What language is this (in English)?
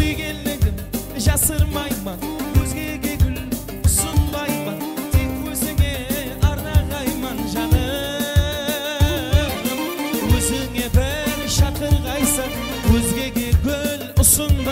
Kara-Kalpak